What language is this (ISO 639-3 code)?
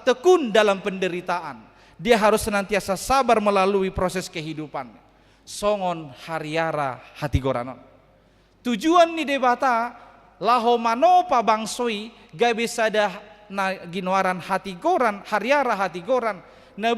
bbc